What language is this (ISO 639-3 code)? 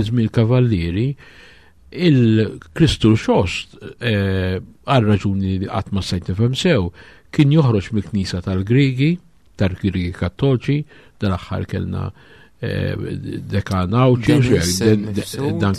mlt